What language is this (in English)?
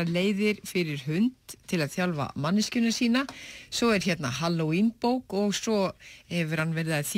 Icelandic